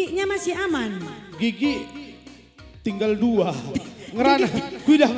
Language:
Batak Karo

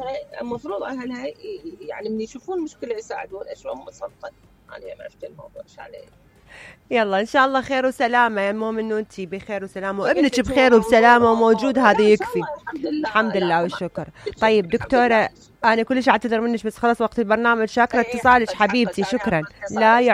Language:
Mesopotamian Arabic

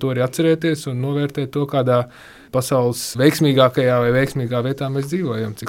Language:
Latvian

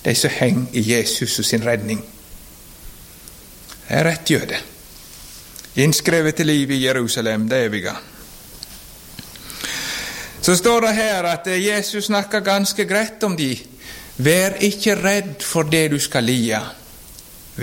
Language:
Norwegian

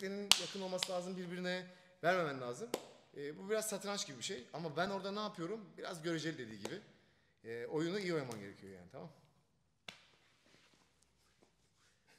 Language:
Turkish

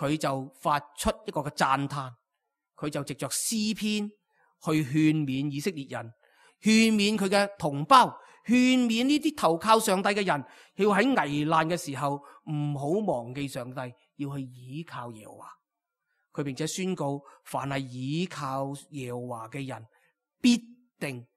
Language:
Cantonese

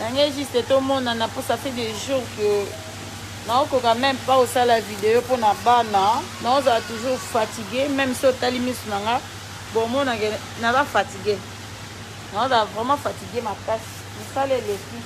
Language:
Lingala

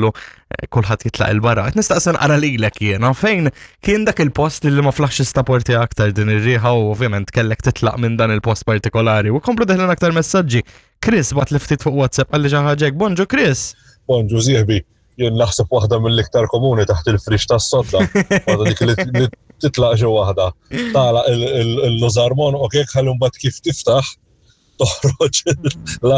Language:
Maltese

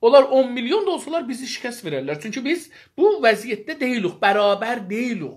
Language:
South Azerbaijani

